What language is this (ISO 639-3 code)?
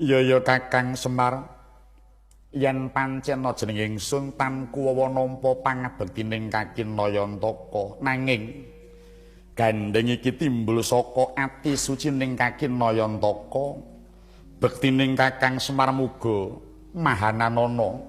jav